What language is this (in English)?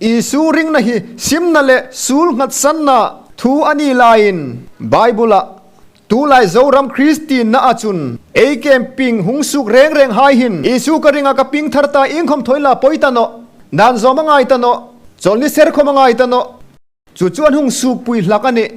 Hmar